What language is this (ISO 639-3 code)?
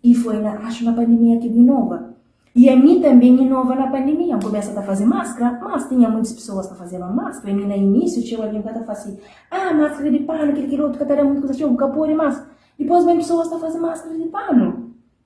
kea